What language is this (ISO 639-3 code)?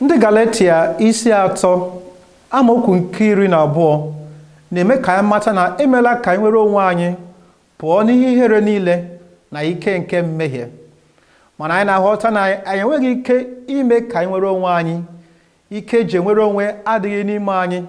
ibo